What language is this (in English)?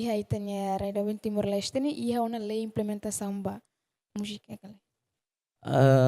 Tetum